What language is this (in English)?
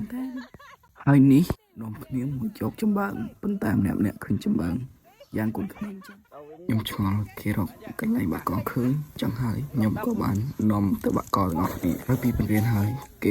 Khmer